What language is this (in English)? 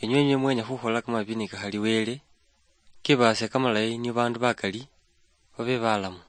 Luyia